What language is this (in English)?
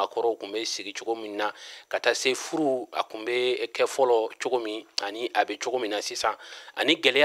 Bambara